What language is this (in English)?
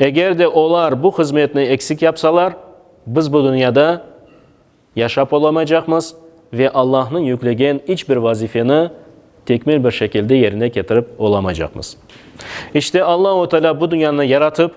Crimean Tatar